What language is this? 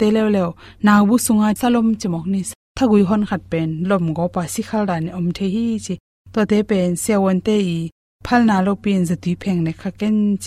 Tedim Chin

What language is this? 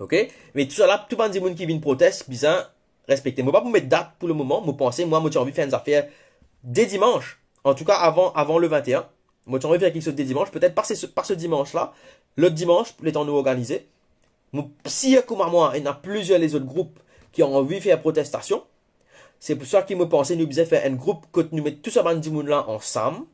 Morisyen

